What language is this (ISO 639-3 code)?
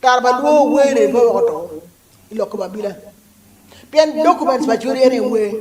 ach